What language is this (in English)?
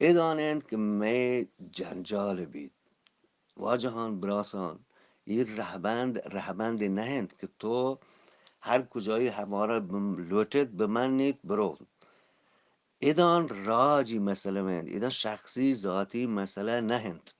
Eastern Balochi